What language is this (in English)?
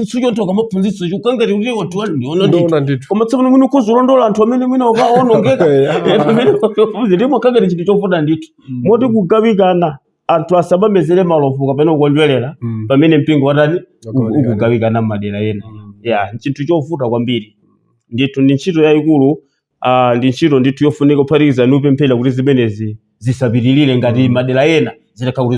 Nyanja